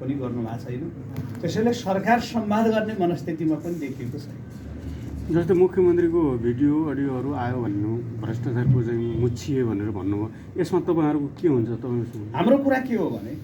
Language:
Nepali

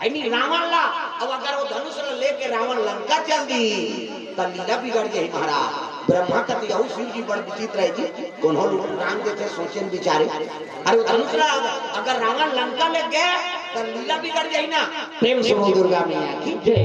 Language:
Chhattisgarhi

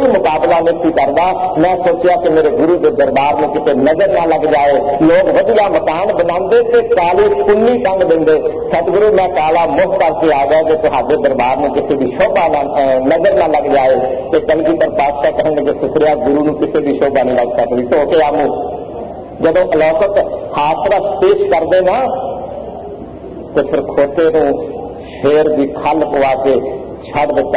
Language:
Punjabi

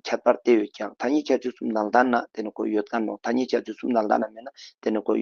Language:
Ladakhi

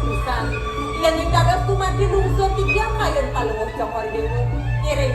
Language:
Balinese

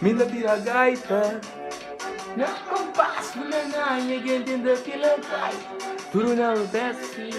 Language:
Kabuverdianu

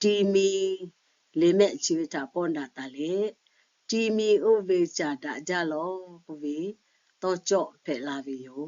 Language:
Lahu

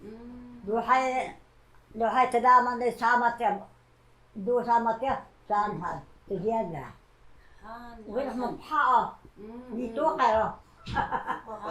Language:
Taroko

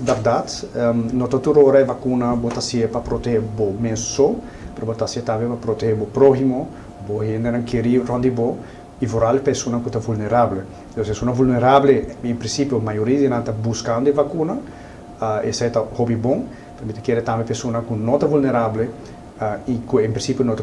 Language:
Papiamento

